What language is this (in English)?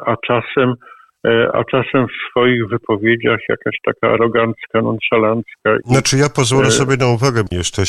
Polish